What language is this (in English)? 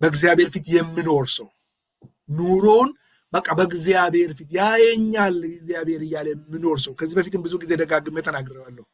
Amharic